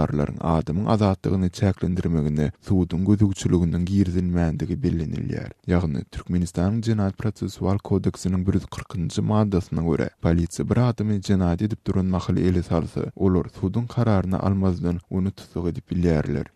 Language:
Turkmen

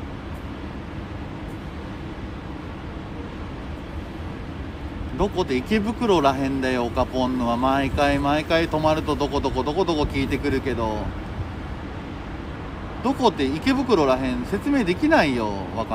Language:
Japanese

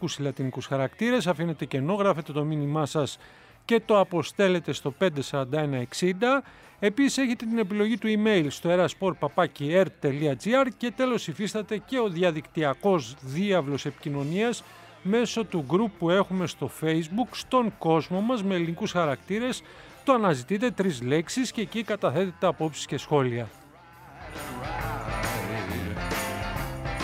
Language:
Greek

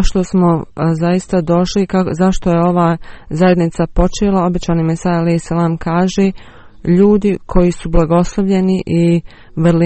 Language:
Bosnian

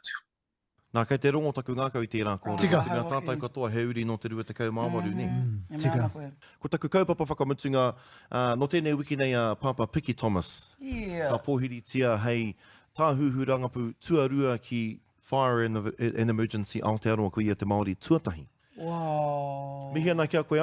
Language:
Māori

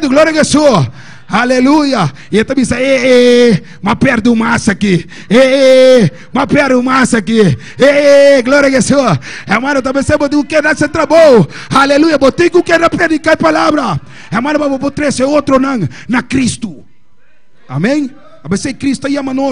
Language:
Papiamento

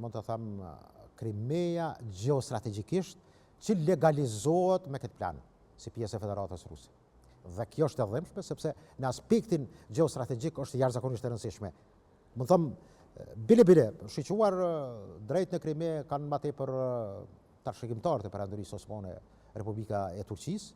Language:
Albanian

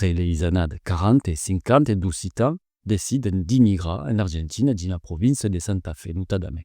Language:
Occitan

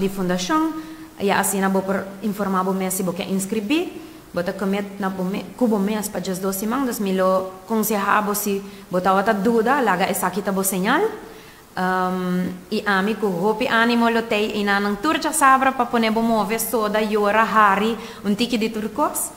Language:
Papiamento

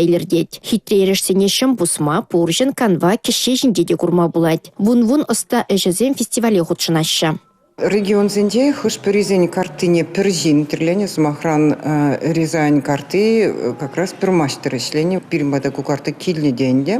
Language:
Chuvash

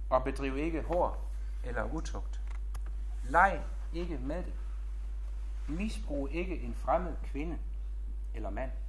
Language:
Danish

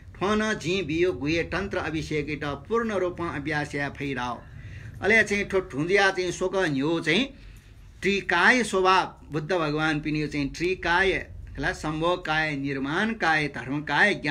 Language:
Newari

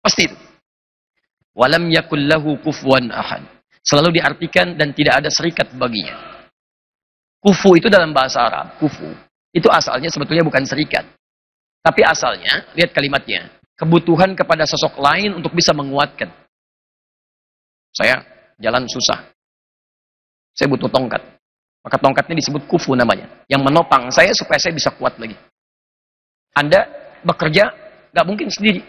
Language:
Indonesian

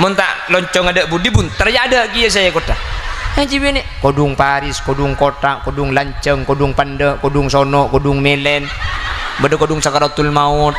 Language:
Madurese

